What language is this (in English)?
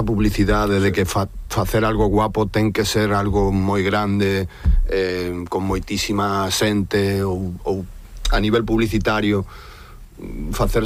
Galician